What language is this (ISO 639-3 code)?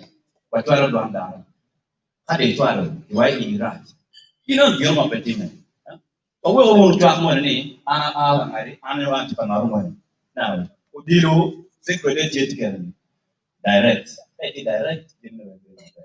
ach